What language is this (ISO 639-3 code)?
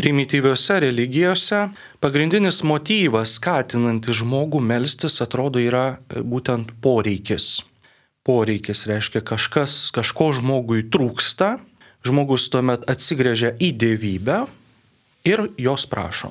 lit